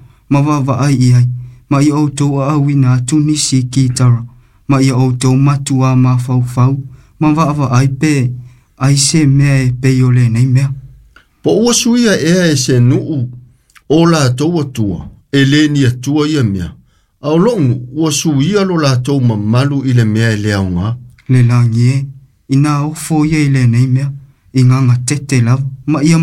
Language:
Samoan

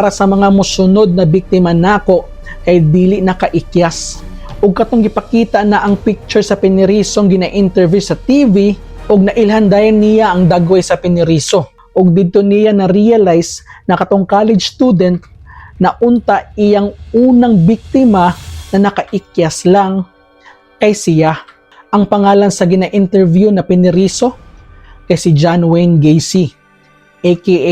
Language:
Cebuano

